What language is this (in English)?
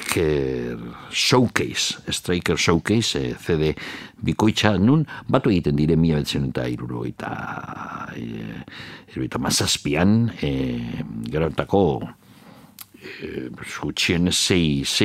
Basque